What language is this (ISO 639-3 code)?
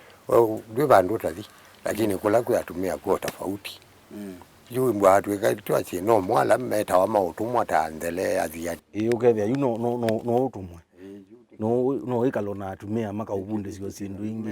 kam